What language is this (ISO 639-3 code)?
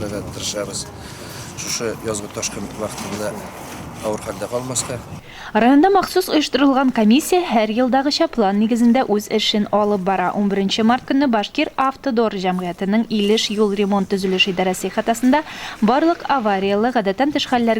tat